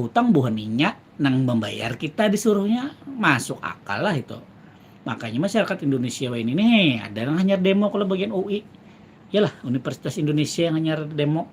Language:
Banjar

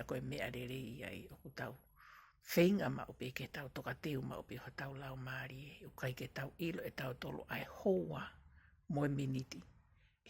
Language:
Tongan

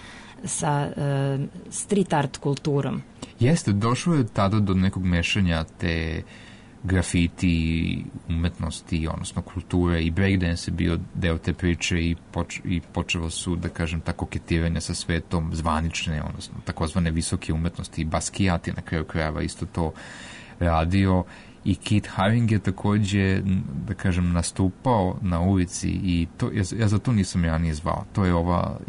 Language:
Serbian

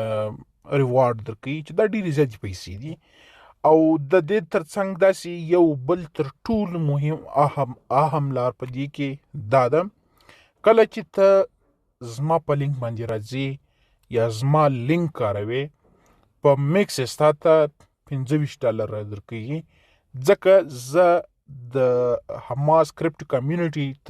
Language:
Pashto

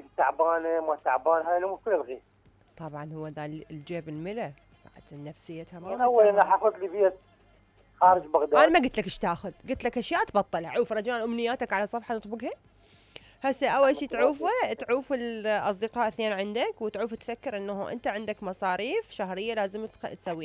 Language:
Mesopotamian Arabic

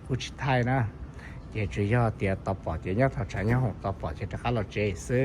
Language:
Hmong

